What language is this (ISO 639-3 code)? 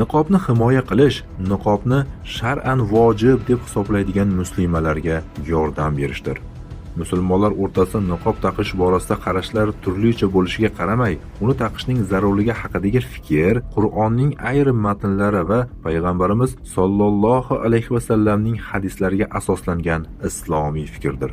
uzb